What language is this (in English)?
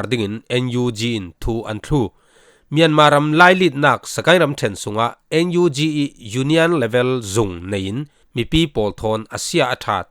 Falam Chin